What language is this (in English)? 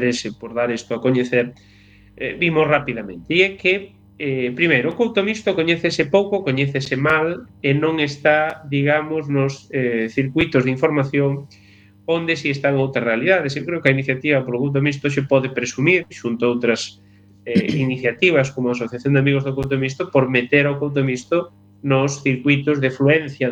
Galician